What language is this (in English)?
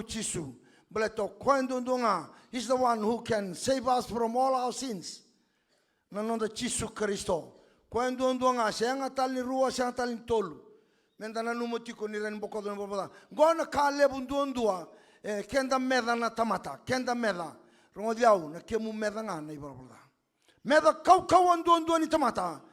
Fijian